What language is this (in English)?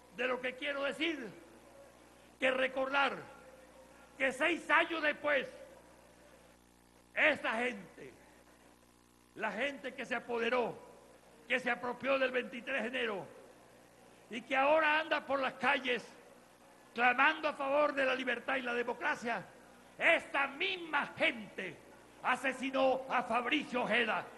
Spanish